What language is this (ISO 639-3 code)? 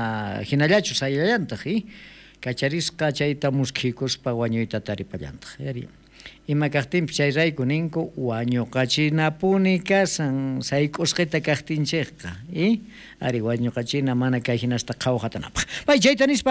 quh